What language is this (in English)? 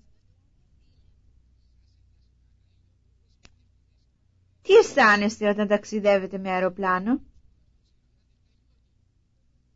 Greek